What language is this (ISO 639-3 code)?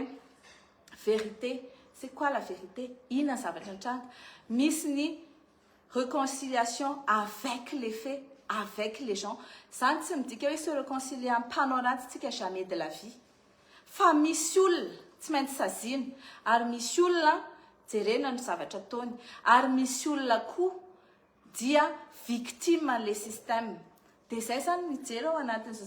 mlg